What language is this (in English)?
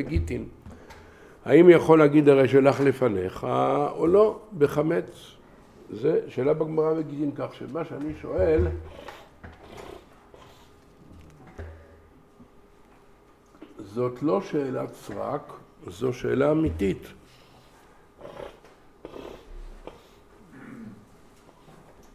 Hebrew